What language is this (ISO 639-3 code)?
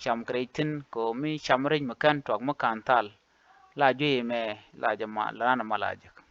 nus